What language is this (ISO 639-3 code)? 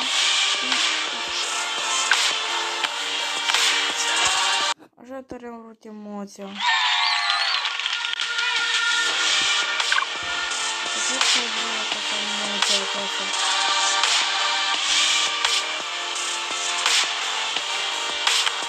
ron